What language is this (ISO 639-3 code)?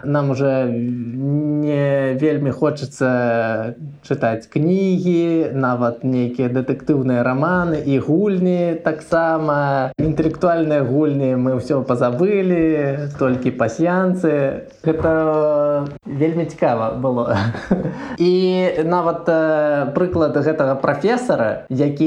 bel